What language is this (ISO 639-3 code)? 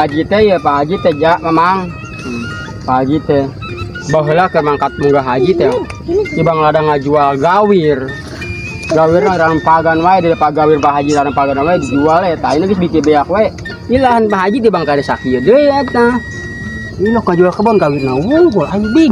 sun